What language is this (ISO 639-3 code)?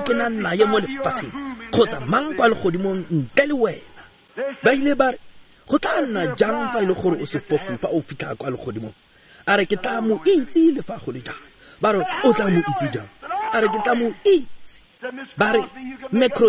tsn